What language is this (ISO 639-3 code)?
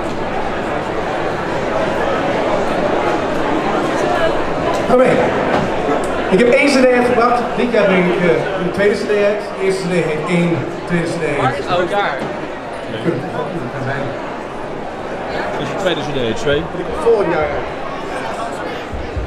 nld